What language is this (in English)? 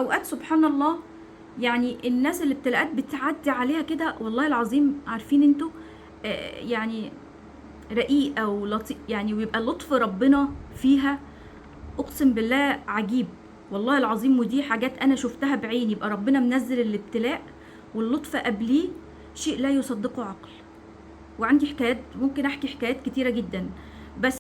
Egyptian Arabic